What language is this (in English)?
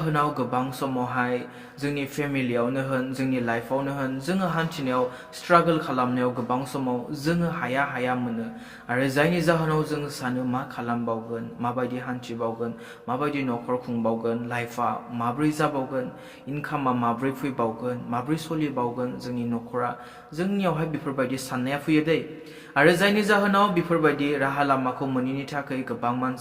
Bodo